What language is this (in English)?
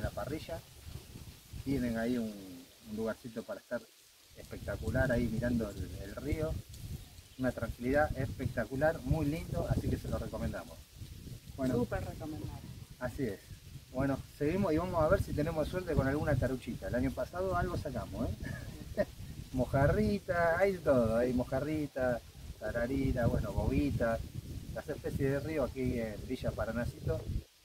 Spanish